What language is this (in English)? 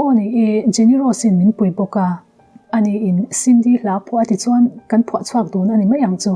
Mizo